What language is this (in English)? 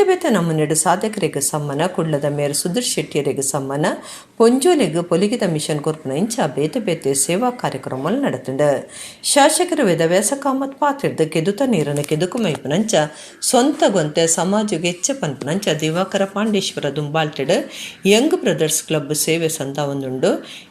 Tulu